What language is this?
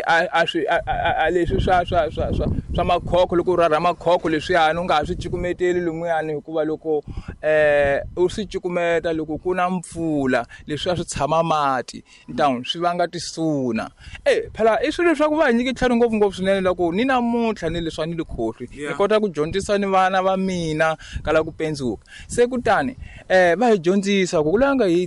Tsonga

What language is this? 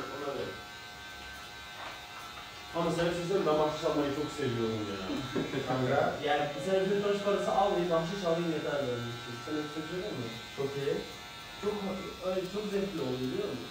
Turkish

